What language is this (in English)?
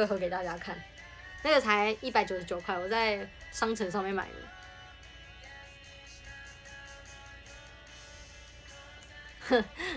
Chinese